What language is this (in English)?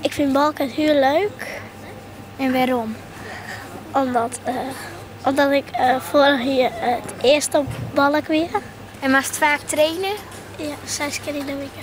Western Frisian